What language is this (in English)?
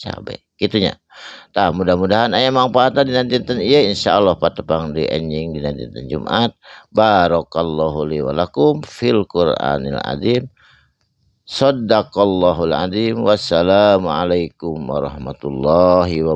Sundanese